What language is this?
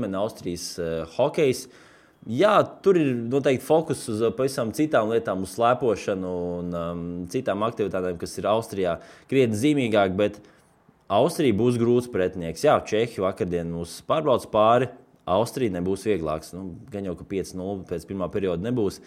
Latvian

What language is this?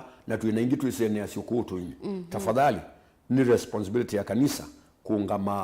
Kamba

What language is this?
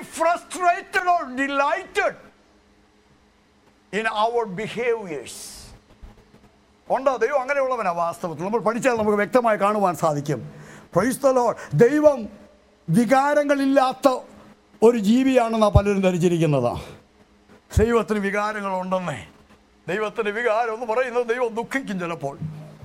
Malayalam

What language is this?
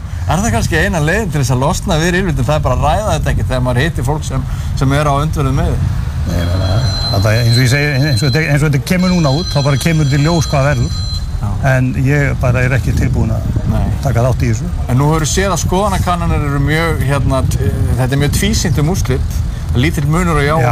Icelandic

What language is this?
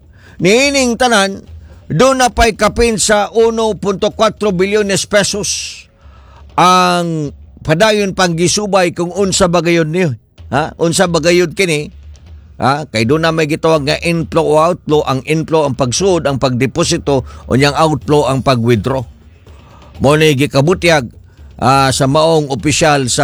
Cebuano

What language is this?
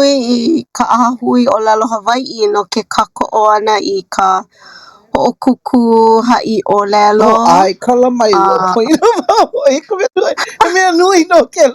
Hawaiian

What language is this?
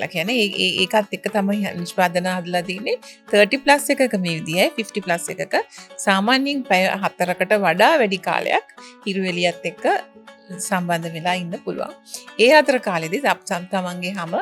Sinhala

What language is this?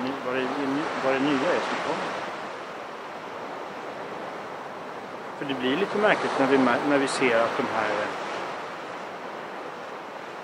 Swedish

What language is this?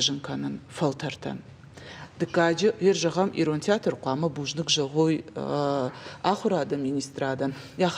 Ossetic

